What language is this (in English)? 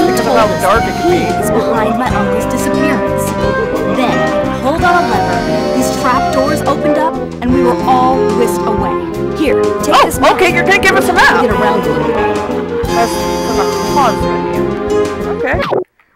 English